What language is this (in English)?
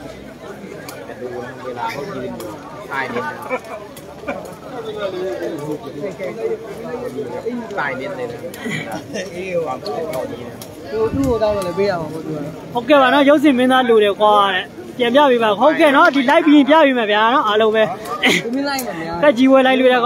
Burmese